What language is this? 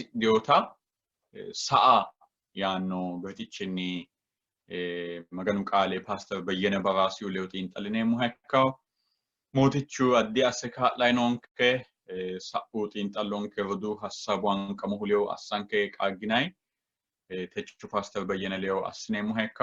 Sidamo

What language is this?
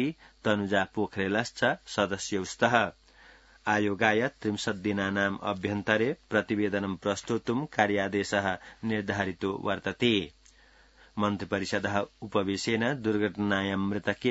Sanskrit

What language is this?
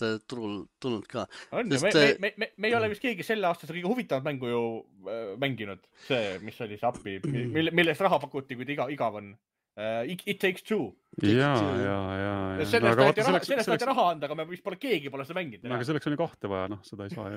Estonian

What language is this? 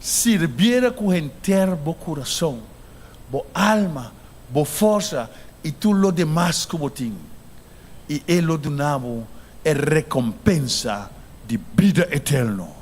Papiamento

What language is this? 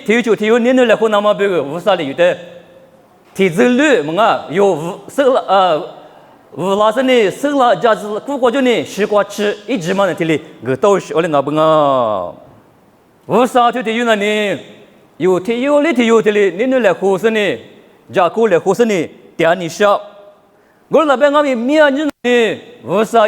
Lisu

